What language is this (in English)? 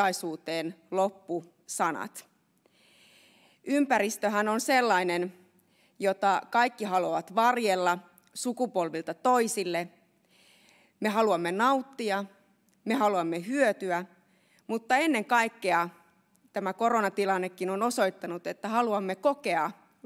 Finnish